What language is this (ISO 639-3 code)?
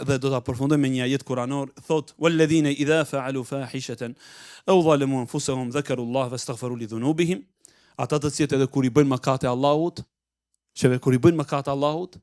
sqi